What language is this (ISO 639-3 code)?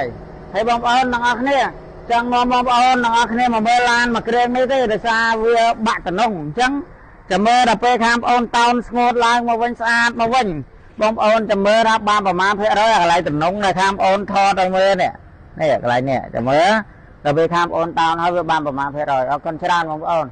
khm